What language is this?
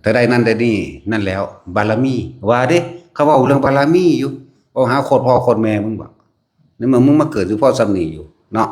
Northeastern Thai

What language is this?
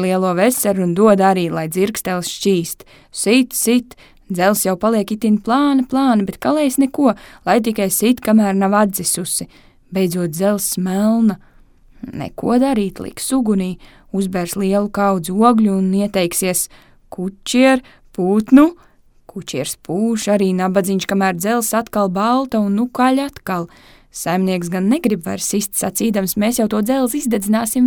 Latvian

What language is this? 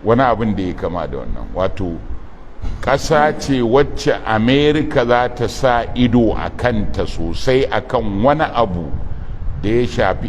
Hausa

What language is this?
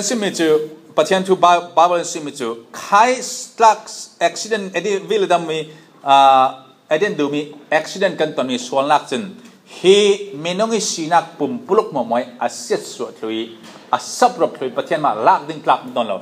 Falam Chin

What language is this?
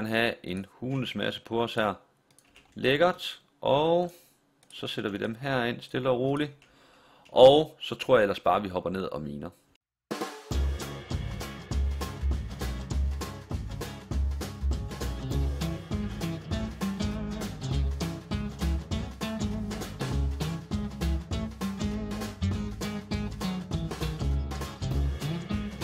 Danish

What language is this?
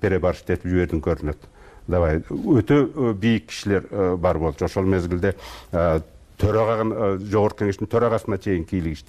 Kyrgyz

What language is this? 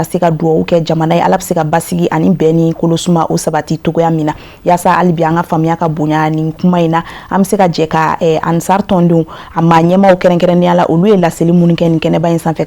Bambara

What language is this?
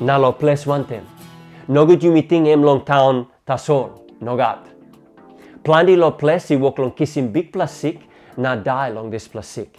Tok Pisin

